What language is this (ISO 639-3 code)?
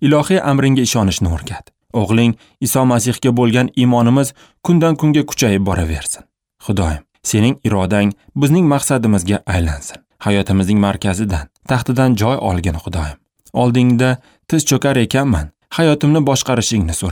uzb